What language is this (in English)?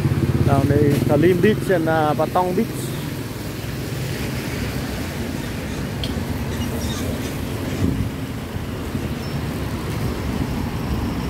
English